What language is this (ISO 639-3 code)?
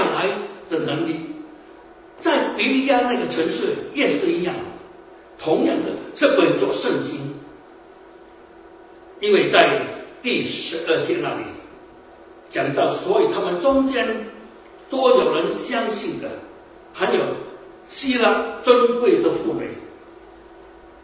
zho